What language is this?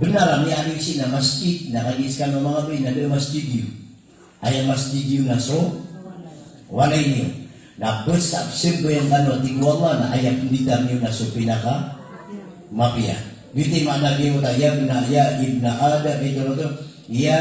Maranao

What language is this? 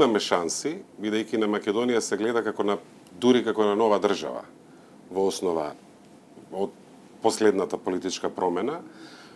Macedonian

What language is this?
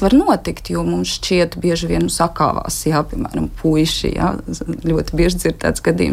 Latvian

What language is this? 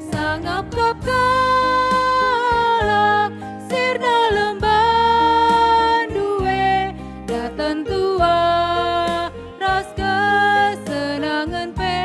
Batak Karo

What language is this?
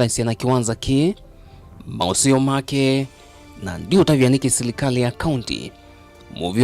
Kamba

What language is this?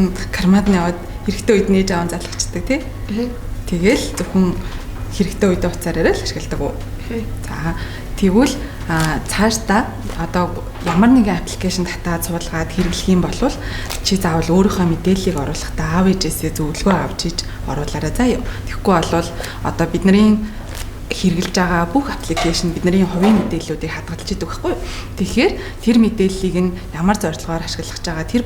Mongolian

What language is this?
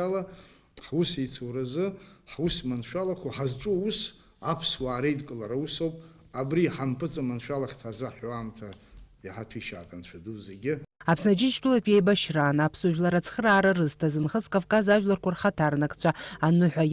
Abkhazian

